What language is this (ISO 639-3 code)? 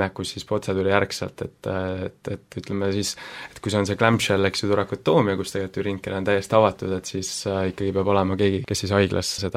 est